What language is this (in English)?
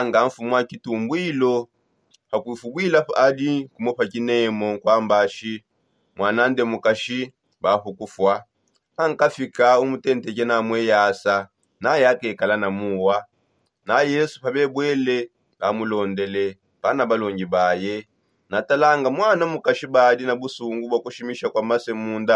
Songe